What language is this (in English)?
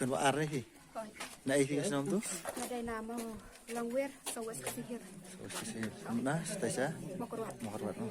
Khasi